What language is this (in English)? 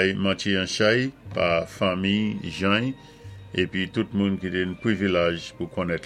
Saint Lucian Creole French